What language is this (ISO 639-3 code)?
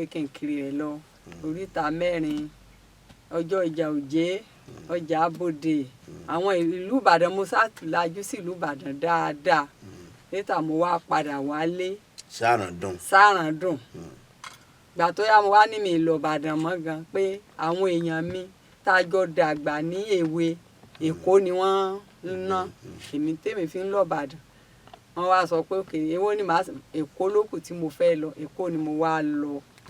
yor